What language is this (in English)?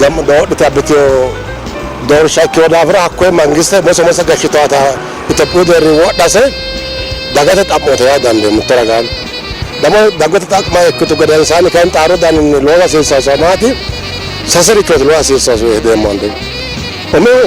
Sidamo